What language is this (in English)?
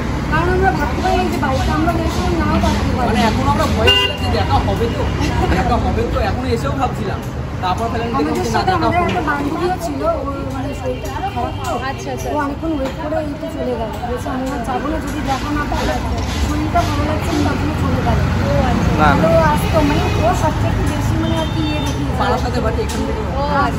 Bangla